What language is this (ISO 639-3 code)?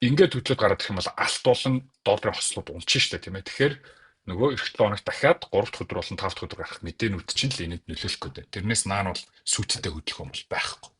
mon